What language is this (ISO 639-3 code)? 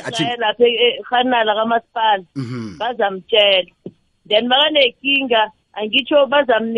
nbl